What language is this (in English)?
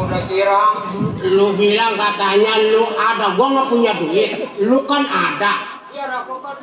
Betawi